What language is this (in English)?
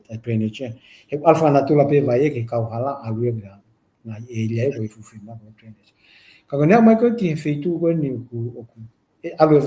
Tongan